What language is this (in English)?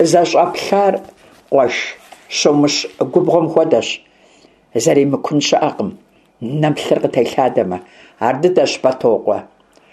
Kabardian